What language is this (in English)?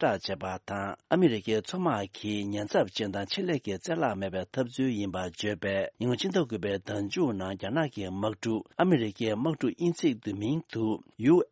Tibetan